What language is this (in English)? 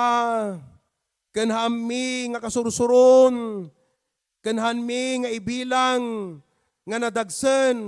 Iloko